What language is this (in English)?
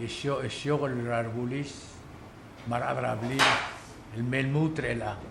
Palauan